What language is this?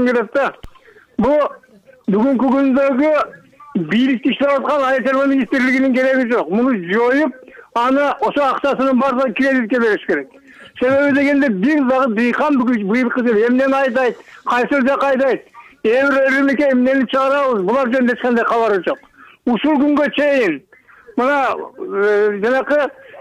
Kyrgyz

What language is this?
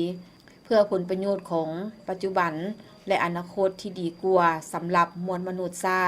Lao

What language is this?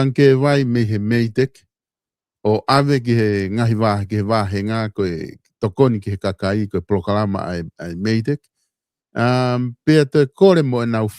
Tongan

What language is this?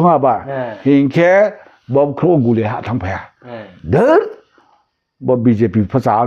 Riang (India)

